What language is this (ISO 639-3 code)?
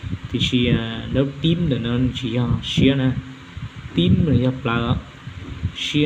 hmn